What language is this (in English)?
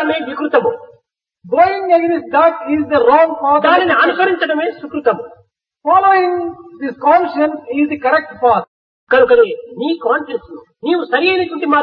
Telugu